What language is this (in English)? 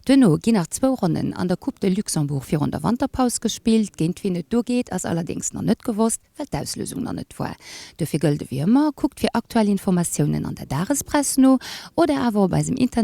Luxembourgish